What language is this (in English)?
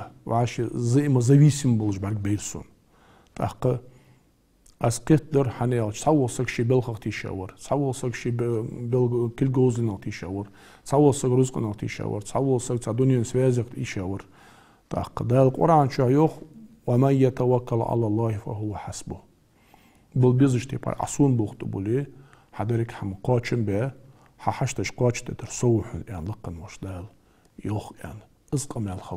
Ingush